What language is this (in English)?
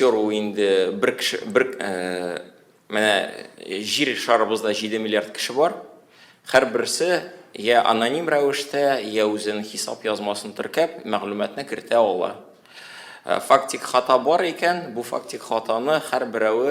Tatar